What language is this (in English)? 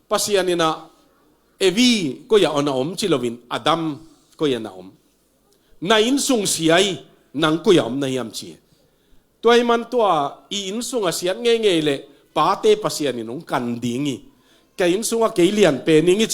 Tedim Chin